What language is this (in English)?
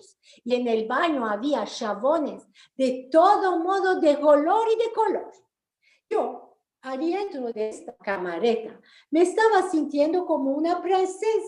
Ladino